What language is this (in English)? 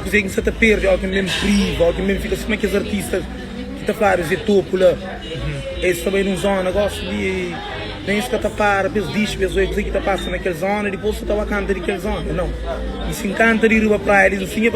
Kabuverdianu